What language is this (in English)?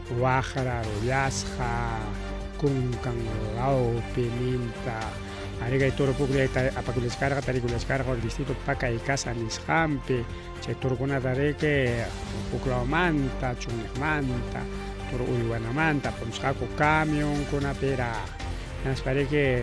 Ayacucho Quechua